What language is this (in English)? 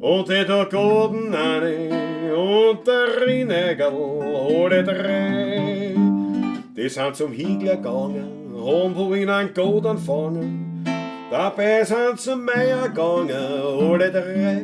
Bavarian